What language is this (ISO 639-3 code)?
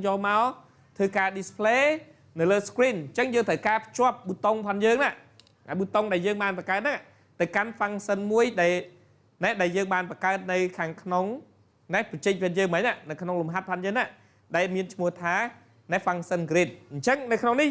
khm